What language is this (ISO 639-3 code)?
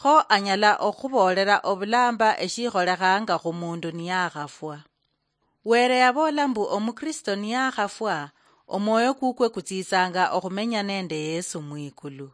luy